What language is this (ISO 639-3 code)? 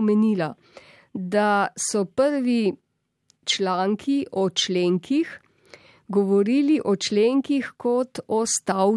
slv